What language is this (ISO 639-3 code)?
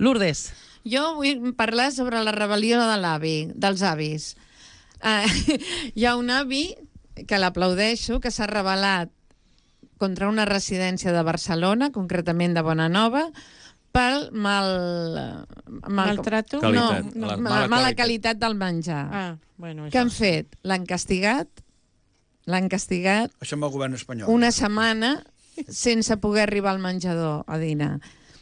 cat